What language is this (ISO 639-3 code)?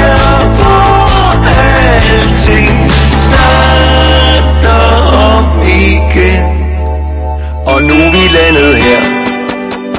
dan